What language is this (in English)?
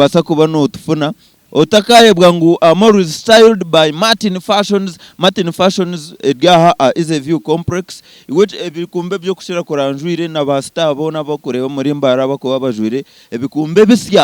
Nyankole